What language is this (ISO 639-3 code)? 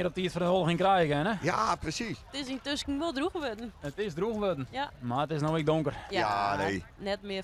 fry